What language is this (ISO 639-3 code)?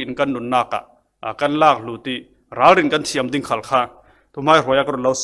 cfm